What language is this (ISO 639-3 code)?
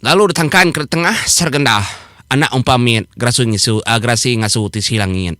iba